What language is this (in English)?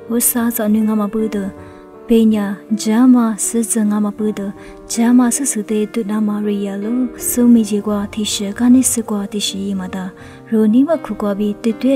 Lisu